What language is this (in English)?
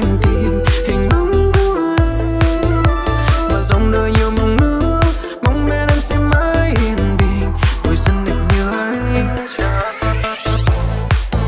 Vietnamese